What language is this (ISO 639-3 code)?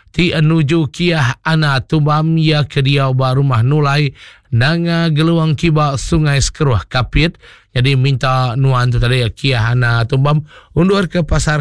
iba